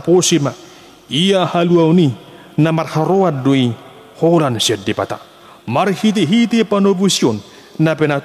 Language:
Batak Toba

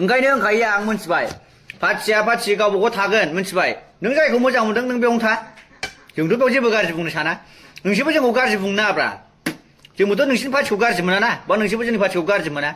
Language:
Bodo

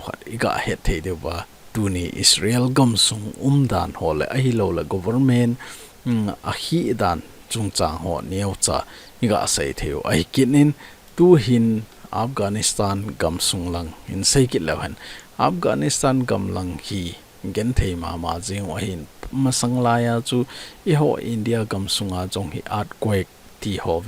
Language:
Thado Chin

